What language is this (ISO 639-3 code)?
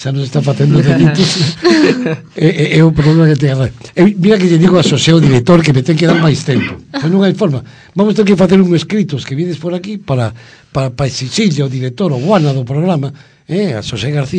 glg